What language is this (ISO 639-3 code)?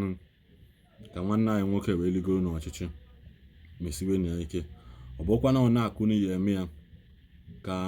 ibo